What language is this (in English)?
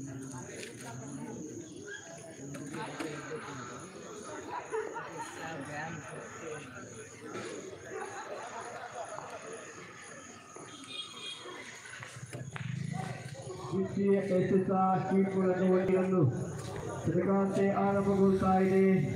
Kannada